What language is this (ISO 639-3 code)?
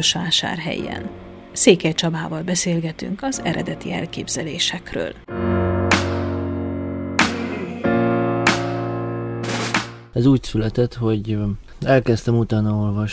hun